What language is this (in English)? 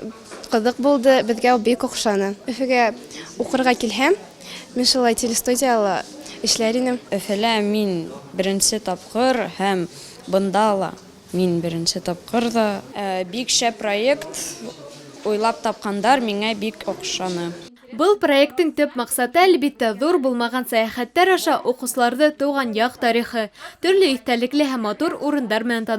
Bashkir